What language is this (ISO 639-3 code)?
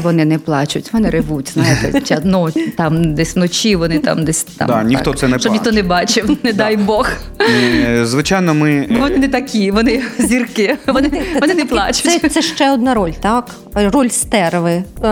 ukr